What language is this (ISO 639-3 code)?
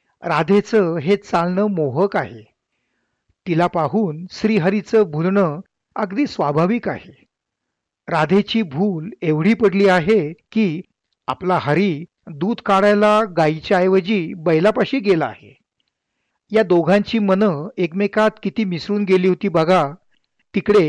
mar